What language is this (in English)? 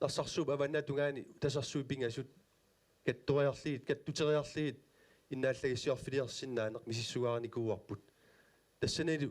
Kalaallisut